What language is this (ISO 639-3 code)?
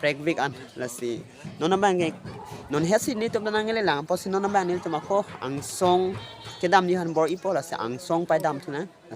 mjw